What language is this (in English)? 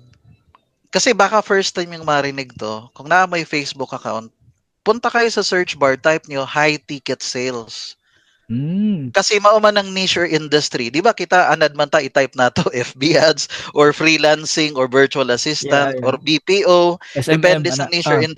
Cebuano